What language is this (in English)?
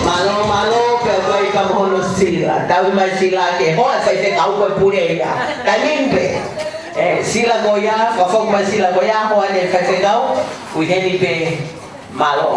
Tongan